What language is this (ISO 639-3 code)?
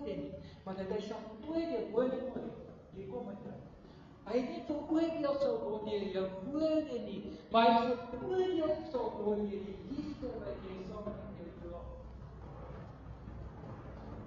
afr